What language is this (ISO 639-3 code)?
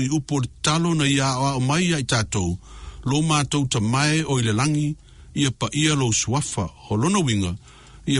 smo